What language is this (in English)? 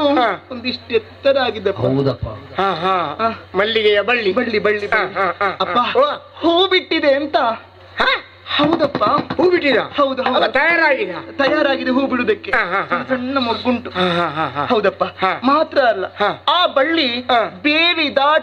Kannada